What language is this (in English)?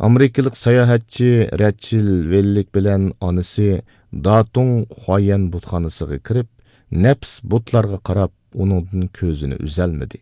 Uyghur